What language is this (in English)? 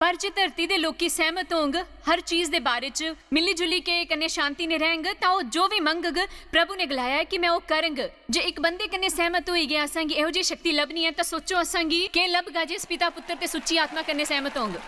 Dogri